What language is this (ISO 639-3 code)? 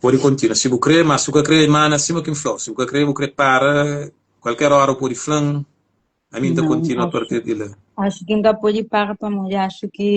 kea